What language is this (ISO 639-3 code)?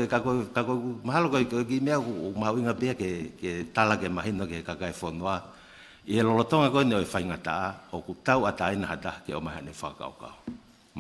ton